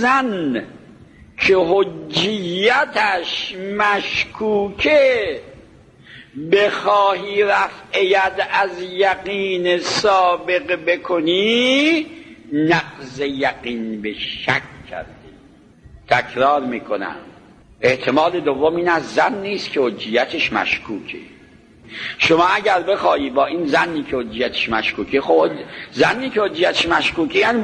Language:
Persian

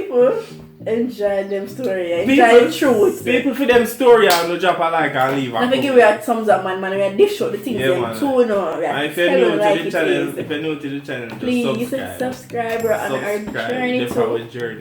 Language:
Jamaican Creole English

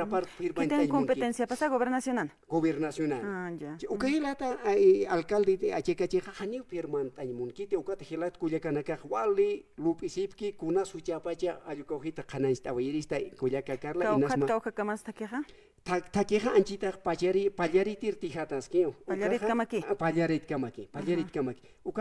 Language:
Aymara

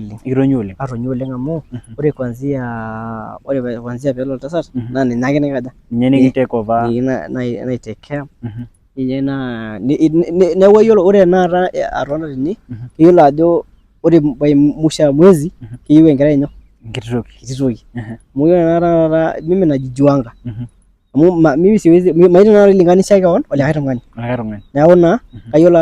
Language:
Masai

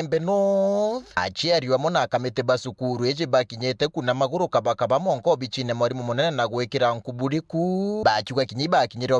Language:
Meru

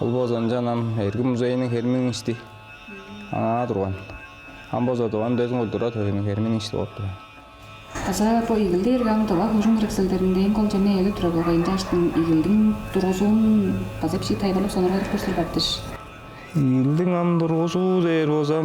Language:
Tuvinian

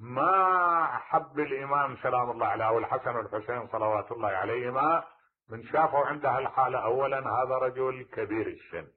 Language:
Mesopotamian Arabic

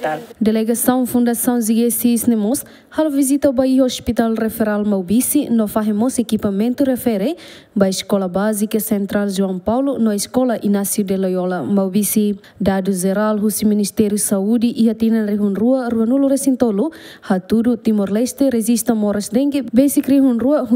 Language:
Tetum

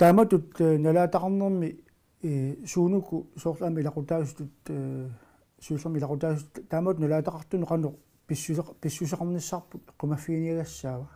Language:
Kalaallisut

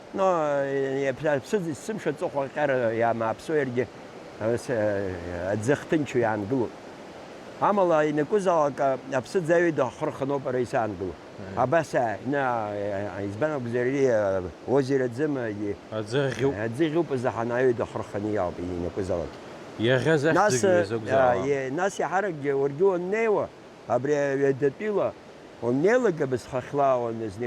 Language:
Abkhazian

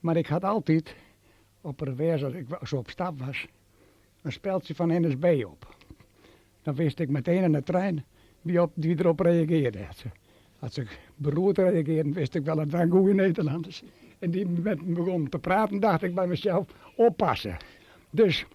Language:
Western Frisian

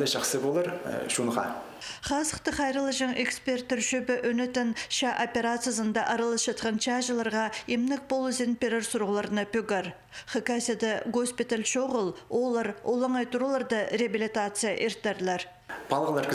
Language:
Khakas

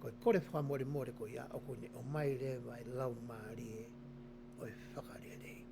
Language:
Tongan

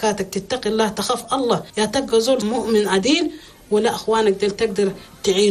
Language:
Chadian Arabic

